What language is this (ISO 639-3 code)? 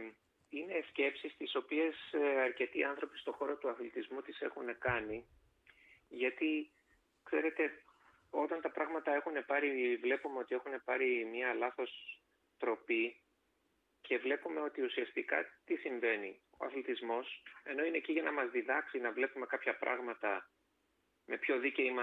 ell